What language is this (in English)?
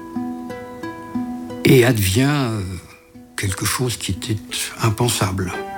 French